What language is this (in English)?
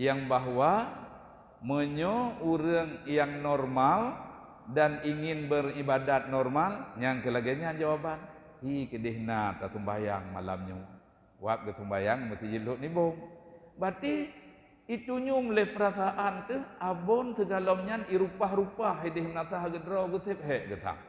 Achinese